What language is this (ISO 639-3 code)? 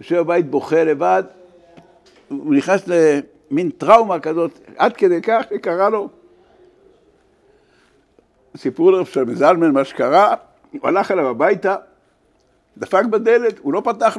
heb